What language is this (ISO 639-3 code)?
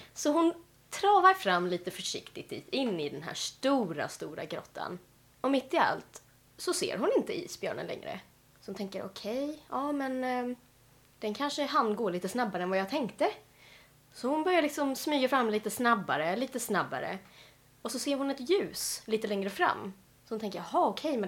swe